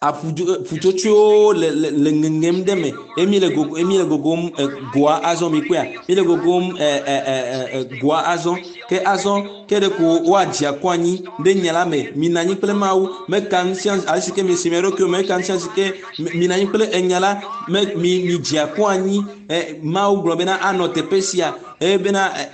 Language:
Ewe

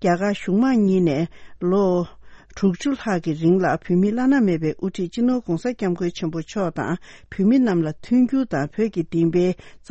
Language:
Tibetan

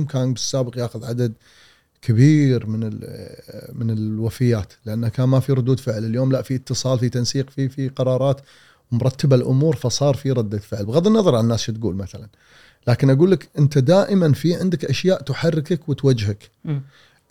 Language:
Gulf Arabic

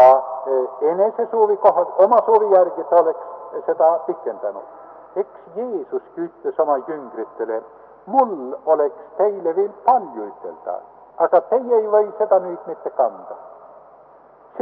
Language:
Estonian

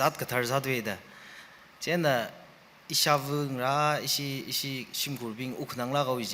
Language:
Tangkhul Naga (India)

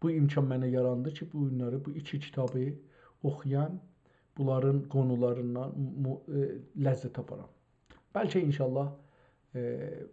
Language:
South Azerbaijani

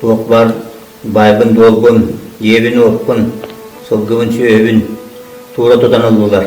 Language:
Yakut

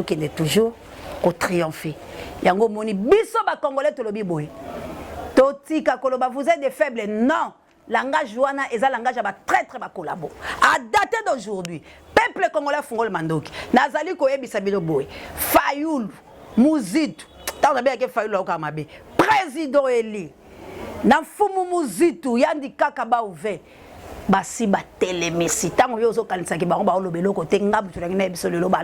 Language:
Lingala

